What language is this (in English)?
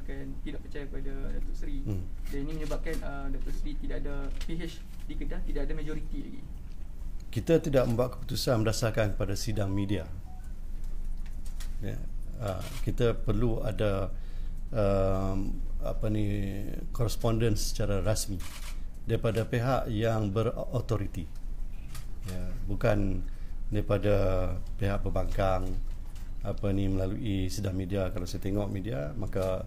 Malay